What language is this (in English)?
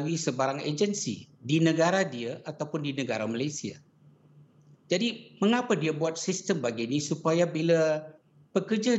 Malay